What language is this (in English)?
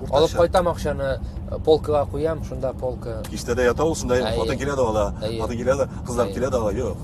Tatar